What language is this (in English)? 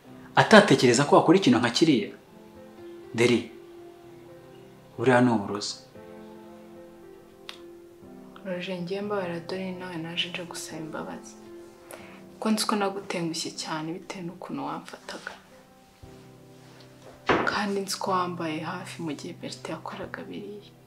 Kinyarwanda